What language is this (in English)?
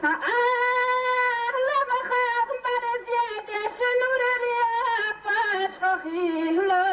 Chechen